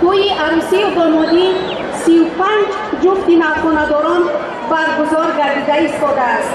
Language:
Tajik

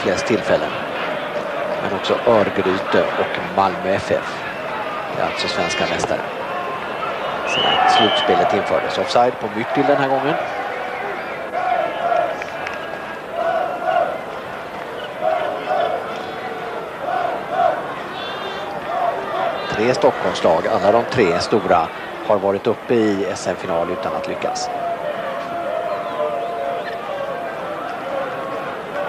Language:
Swedish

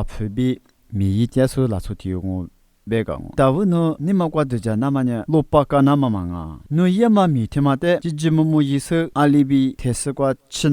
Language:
Lisu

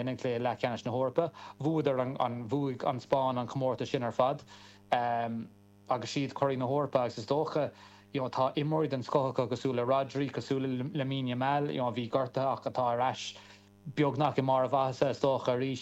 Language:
Irish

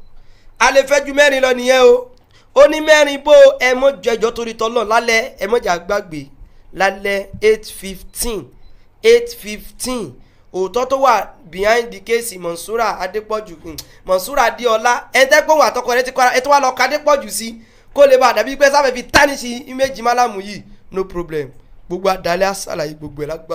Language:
Yoruba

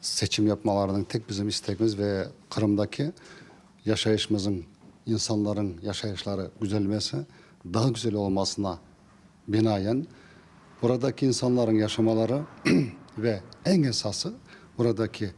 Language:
Crimean Tatar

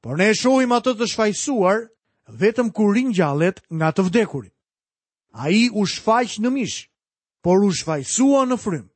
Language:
Albanian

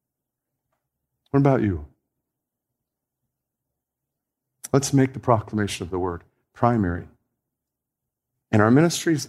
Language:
English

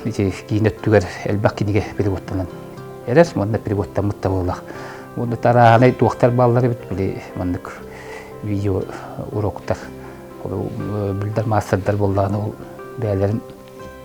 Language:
Yakut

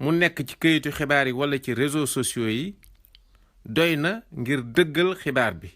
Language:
Wolof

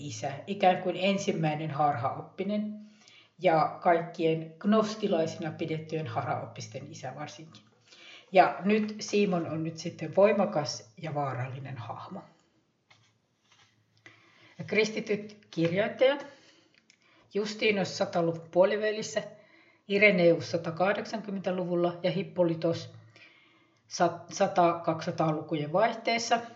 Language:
Finnish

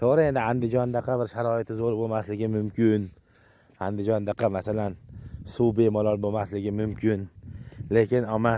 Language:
Uzbek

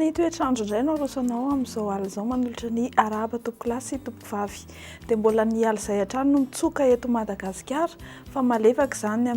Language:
Malagasy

